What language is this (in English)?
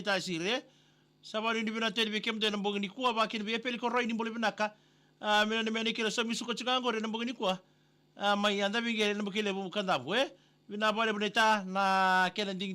Fijian